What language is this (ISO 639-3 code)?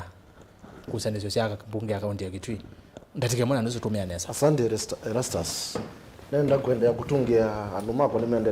kam